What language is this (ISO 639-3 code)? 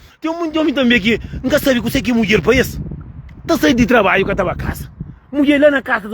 kea